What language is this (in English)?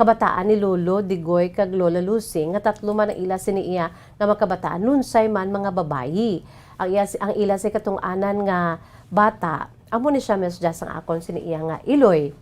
Hiligaynon